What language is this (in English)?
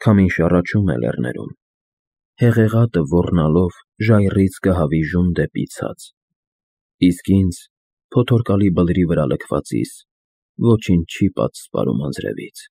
Armenian